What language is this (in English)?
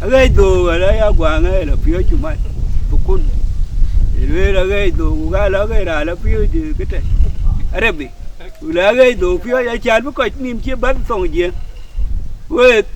Dinka